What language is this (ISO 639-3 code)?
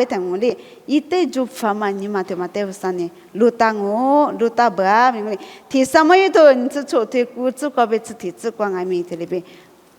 lis